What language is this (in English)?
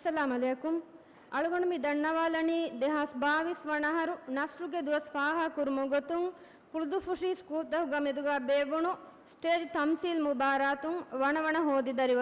Divehi